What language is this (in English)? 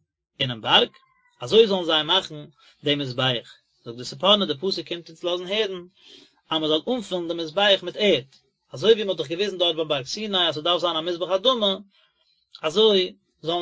Yiddish